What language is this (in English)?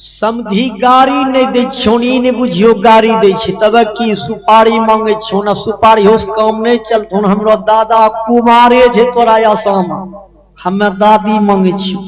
Maithili